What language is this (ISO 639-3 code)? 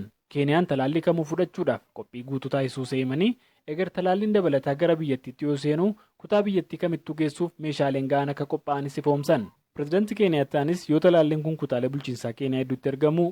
orm